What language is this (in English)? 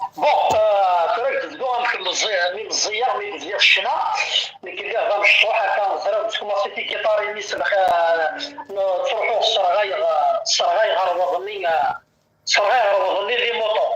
Kabyle